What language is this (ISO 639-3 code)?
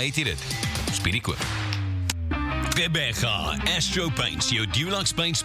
afr